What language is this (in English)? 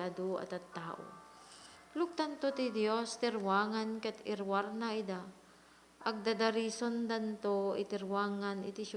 Iloko